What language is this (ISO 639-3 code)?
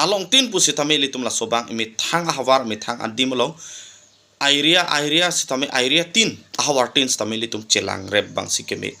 mjw